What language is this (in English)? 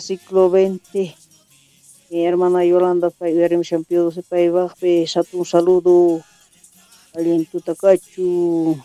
South Bolivian Quechua